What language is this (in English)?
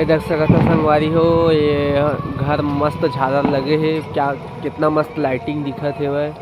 Chhattisgarhi